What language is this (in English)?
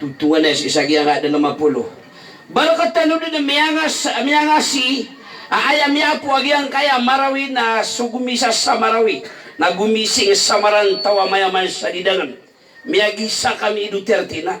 Maranao